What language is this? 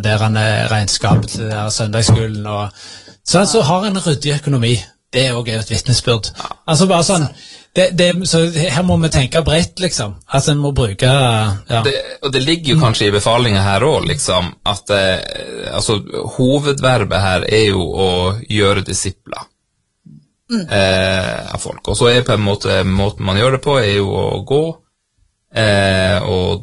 Norwegian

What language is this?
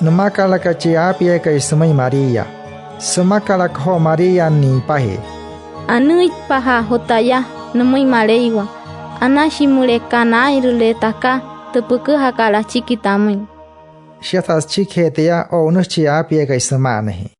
Wayuu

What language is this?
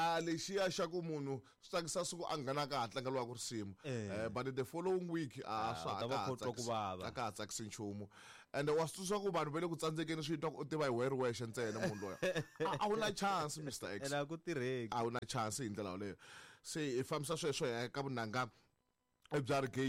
Tsonga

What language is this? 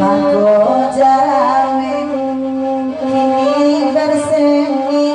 Minangkabau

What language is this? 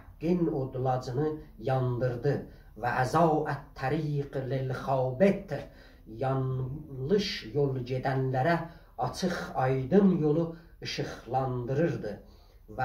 South Azerbaijani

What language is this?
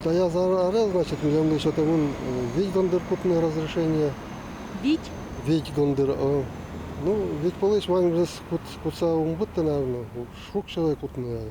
Udmurt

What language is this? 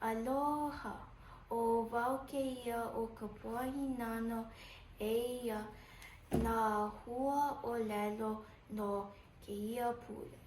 Hawaiian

